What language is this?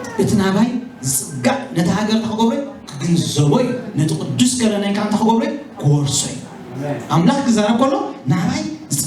Tigrinya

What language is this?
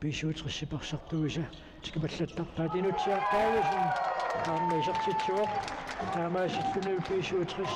Kalaallisut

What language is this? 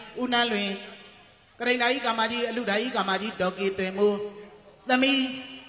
Burmese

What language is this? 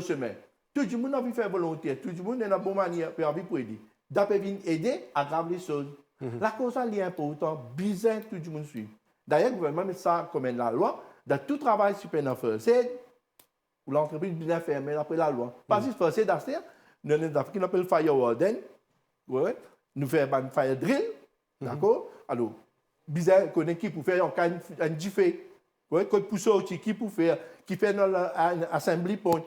Morisyen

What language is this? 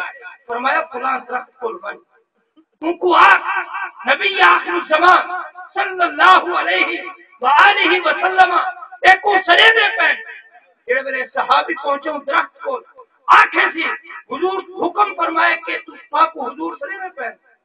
Saraiki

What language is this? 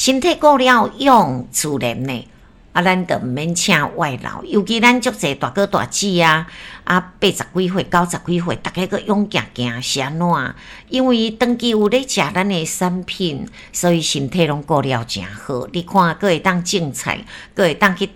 Min Nan Chinese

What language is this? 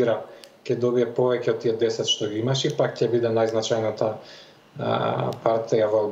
Macedonian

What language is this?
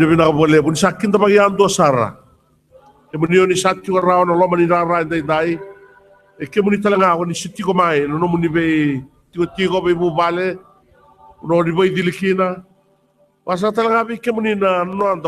Fijian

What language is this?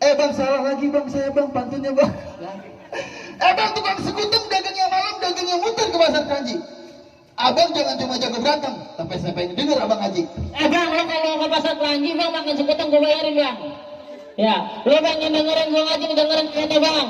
Betawi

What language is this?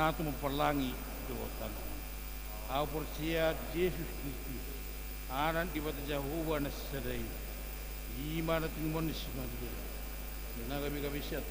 Batak Toba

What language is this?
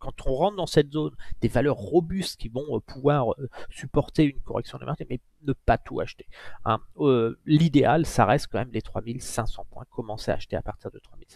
French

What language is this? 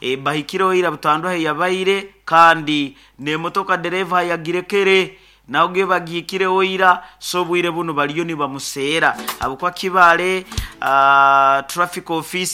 Nyoro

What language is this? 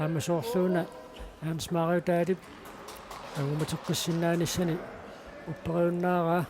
Kalaallisut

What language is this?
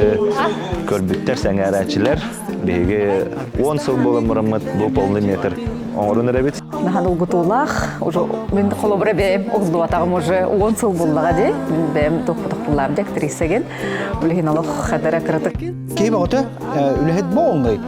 Yakut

